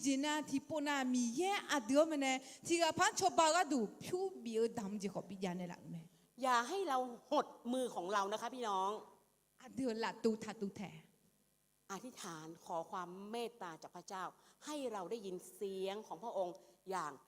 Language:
Akha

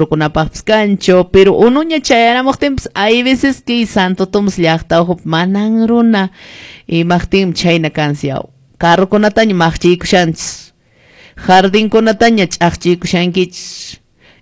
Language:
Quechua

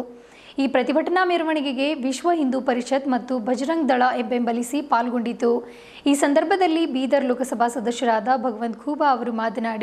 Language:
Kannada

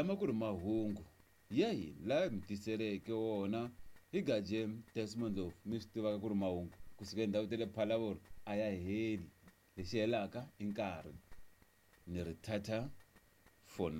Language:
Tsonga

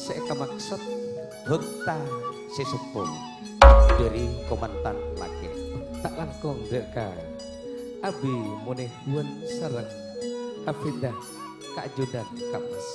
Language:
Madurese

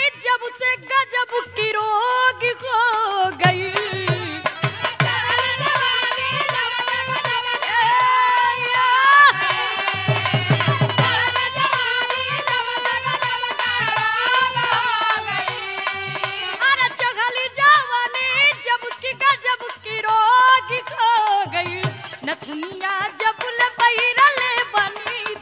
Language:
Bhojpuri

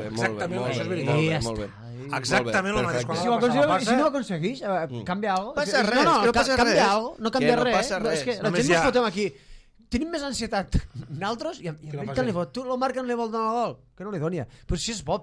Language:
Catalan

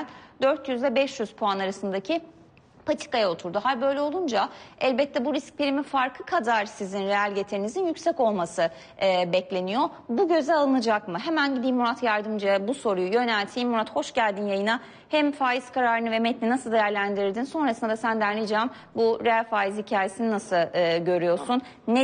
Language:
Turkish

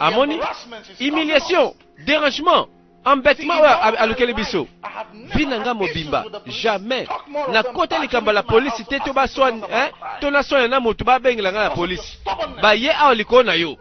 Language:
Lingala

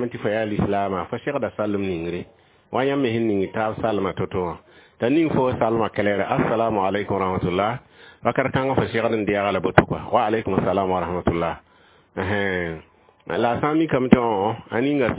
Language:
Mossi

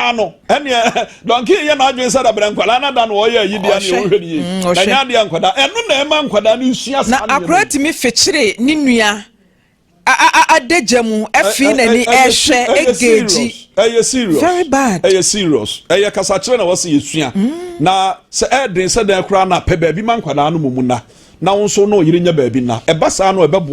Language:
Akan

